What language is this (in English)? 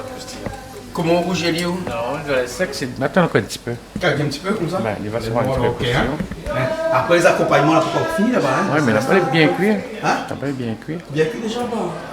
Réunion Creole French